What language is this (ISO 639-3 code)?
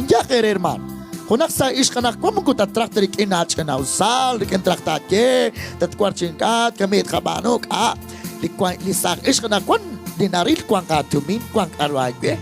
kek